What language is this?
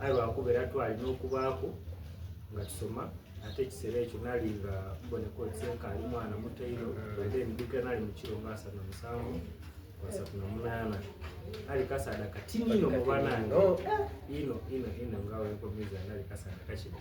Soga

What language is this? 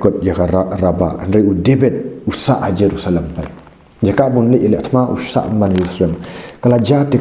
Khasi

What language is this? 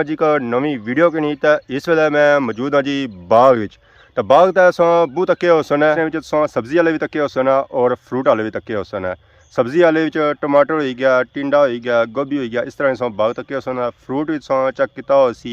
Pahari-Potwari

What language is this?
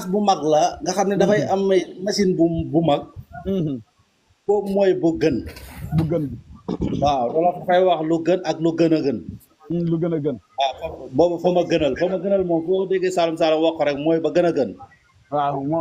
Wolof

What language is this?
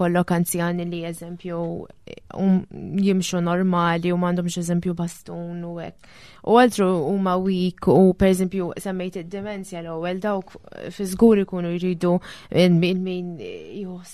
Maltese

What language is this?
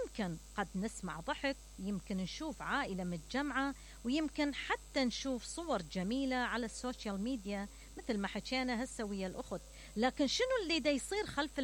Mesopotamian Arabic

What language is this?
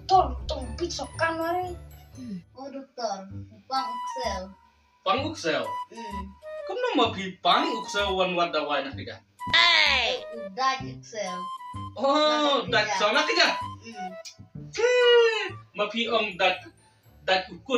Khasi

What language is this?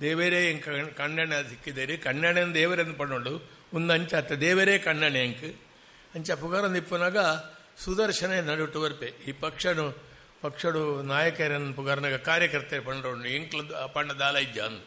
Tulu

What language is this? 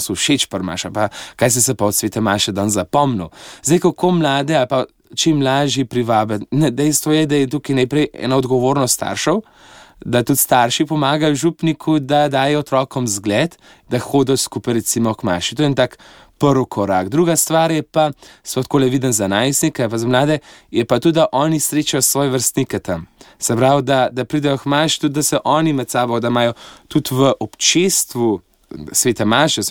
Slovenian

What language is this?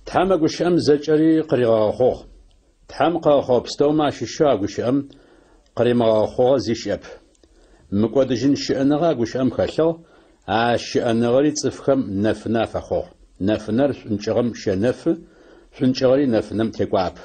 Adyghe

